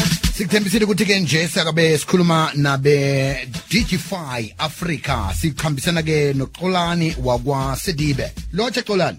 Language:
South Ndebele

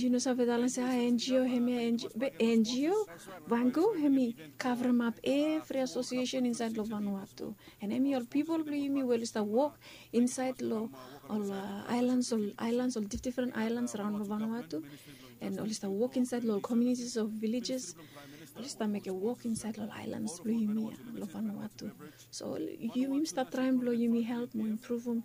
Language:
Bislama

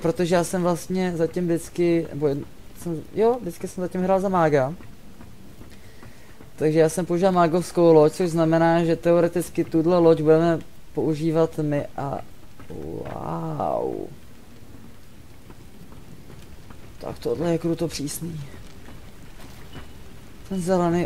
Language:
Czech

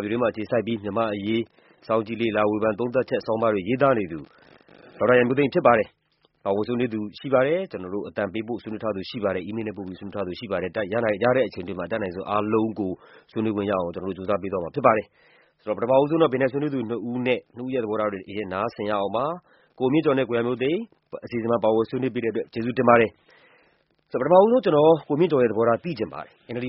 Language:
Burmese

